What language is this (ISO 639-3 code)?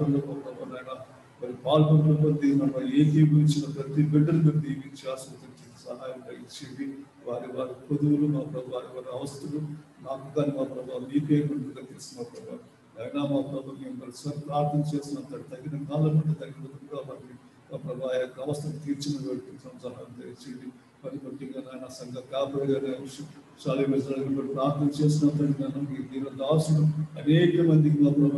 tel